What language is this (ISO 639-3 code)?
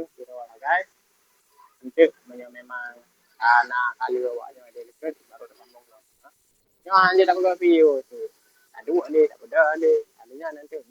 ace